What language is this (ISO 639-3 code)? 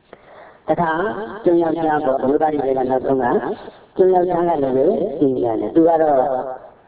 mya